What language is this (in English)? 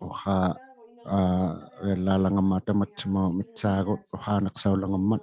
Inuktitut